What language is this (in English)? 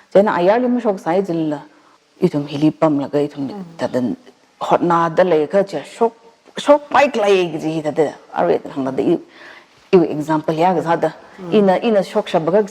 Tangkhul Naga (India)